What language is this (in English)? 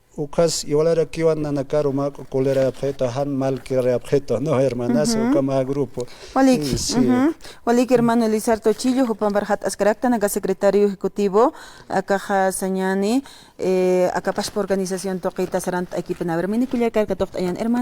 Aymara